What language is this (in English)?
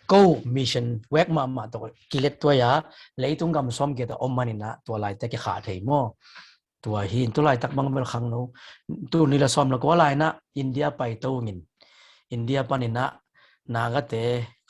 Tedim Chin